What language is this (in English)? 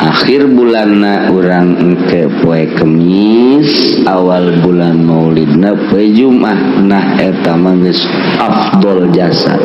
Sundanese